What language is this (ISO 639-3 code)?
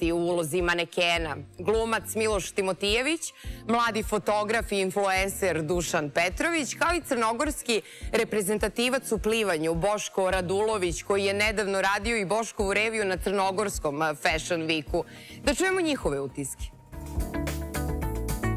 srp